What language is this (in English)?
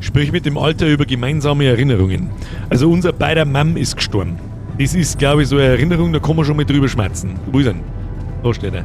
Bavarian